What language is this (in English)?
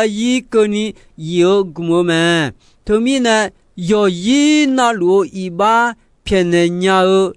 Akha